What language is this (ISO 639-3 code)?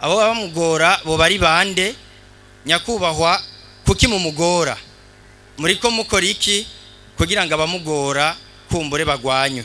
run